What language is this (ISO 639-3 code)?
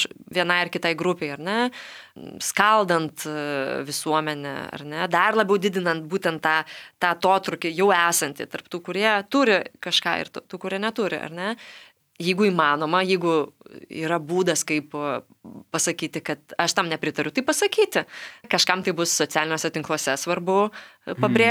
lit